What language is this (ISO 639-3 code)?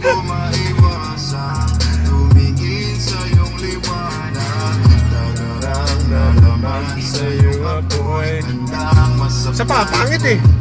fil